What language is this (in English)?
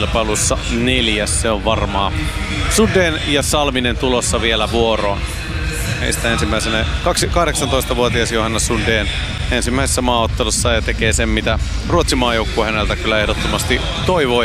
Finnish